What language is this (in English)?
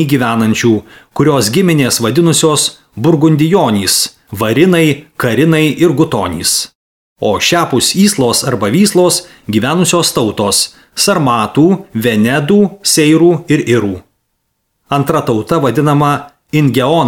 Lithuanian